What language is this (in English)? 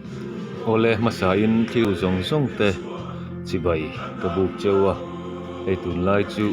Mizo